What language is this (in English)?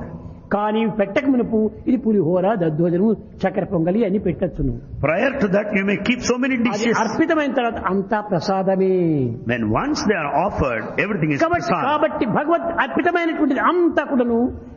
Telugu